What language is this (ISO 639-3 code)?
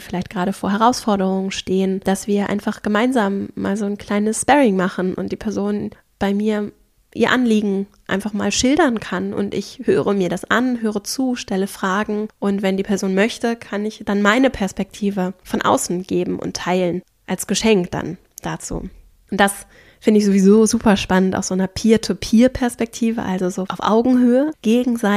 deu